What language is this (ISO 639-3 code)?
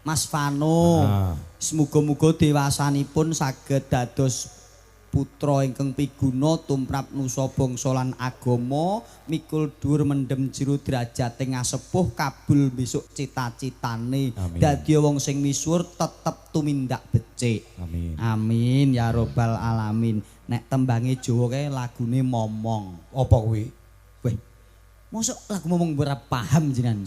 jav